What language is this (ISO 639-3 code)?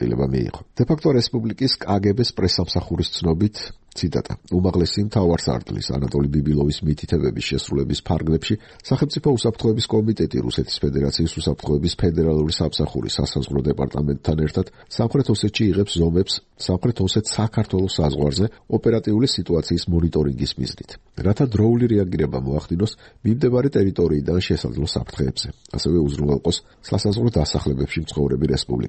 kat